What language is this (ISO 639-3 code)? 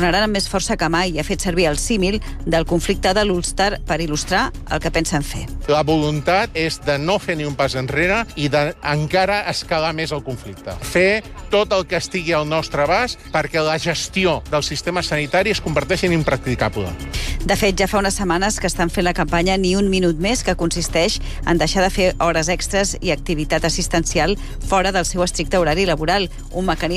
cat